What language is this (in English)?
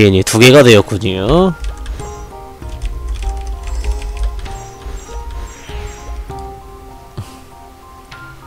Korean